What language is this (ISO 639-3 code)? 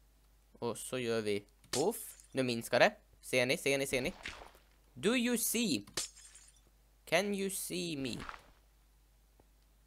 swe